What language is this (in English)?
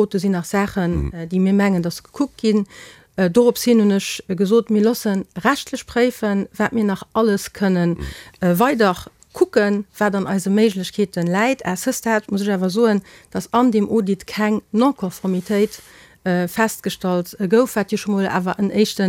Luxembourgish